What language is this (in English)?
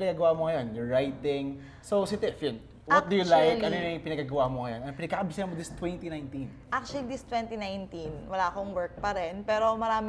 Filipino